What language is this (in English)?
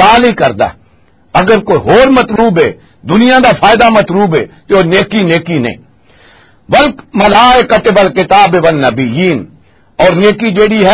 Western Panjabi